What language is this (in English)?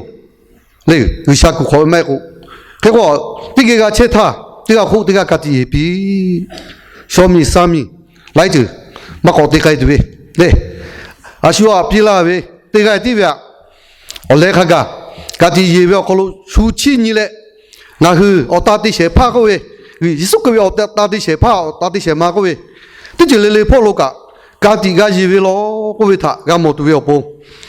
Lahu